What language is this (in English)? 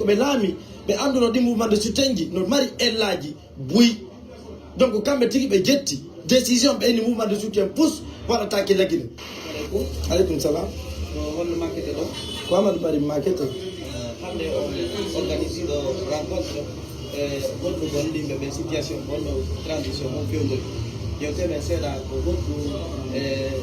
Pular